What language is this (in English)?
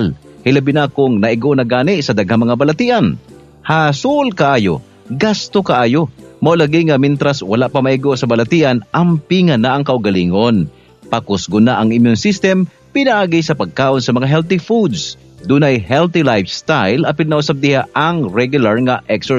Cebuano